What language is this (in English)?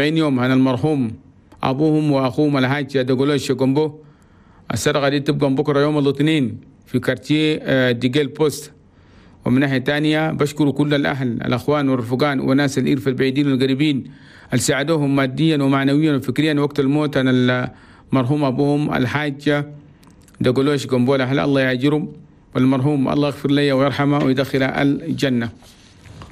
Chadian Arabic